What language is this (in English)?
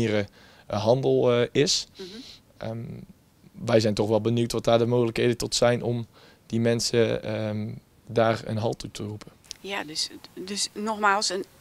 Dutch